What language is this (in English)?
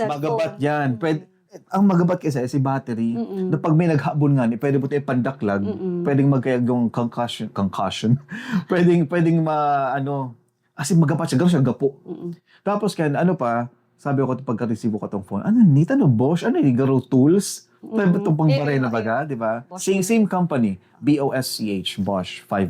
Bikol